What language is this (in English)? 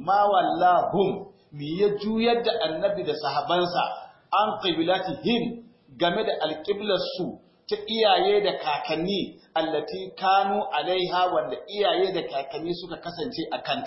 Hausa